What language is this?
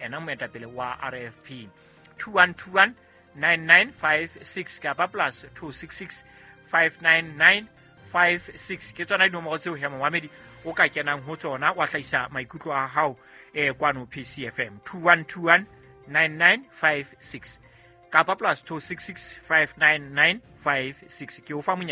Southern Sotho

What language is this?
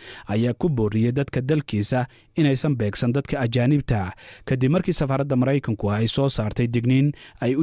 Somali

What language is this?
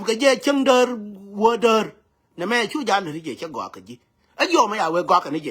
Nuer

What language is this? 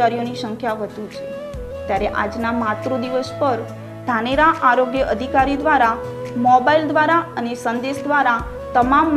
Gujarati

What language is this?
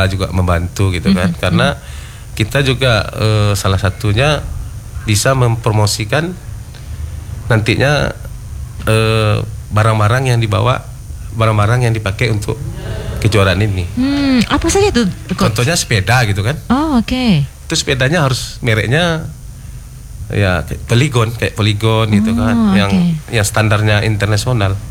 Indonesian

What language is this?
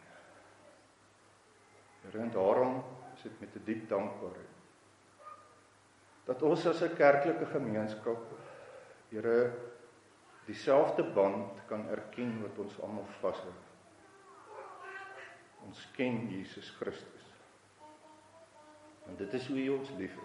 Afrikaans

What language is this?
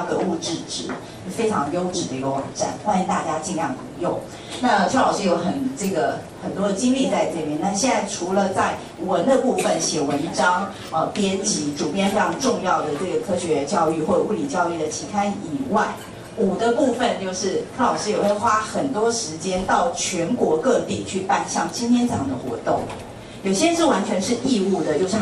Chinese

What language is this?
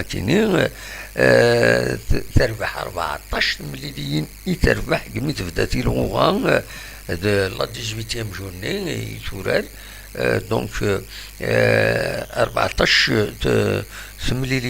Kabyle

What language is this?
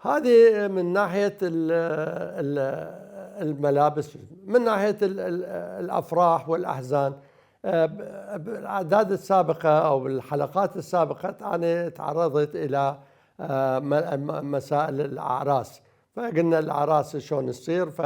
Mesopotamian Arabic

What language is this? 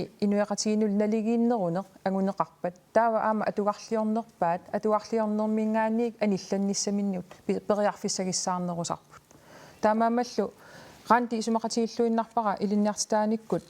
Kalaallisut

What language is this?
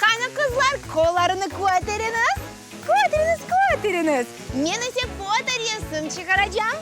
Crimean Tatar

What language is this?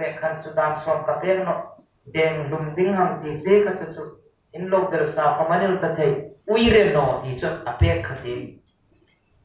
Hmar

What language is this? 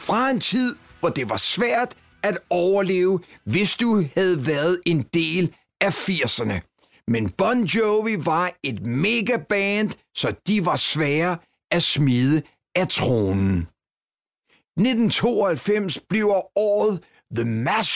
Danish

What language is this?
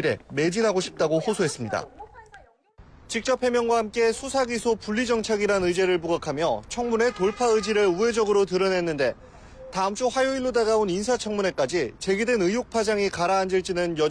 Korean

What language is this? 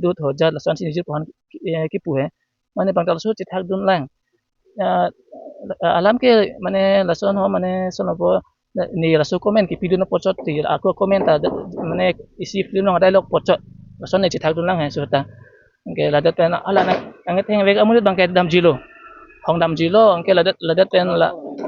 Karbi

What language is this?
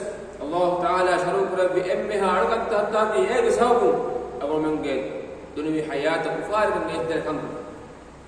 Divehi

